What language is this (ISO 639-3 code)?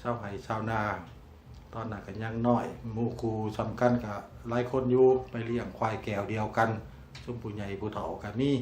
lao